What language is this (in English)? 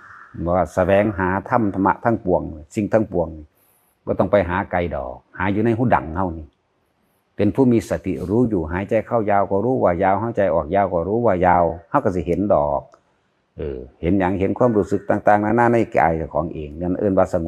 Northeastern Thai